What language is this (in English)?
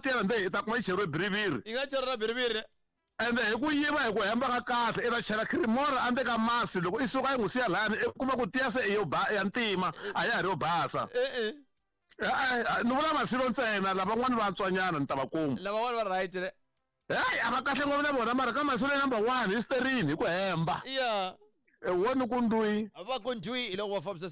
Tsonga